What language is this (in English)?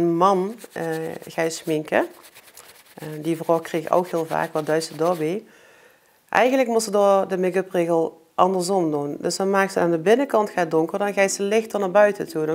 Limburgish